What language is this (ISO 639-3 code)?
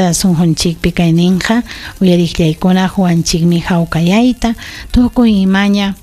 quy